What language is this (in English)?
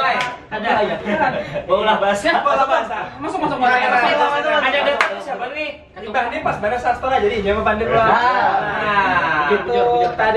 Banjar